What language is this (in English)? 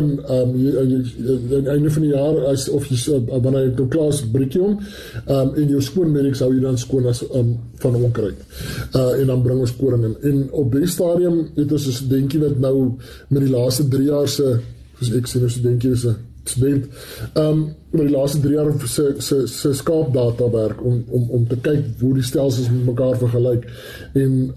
Afrikaans